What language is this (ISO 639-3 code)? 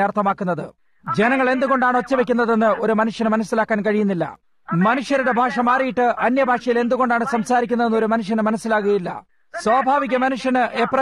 mal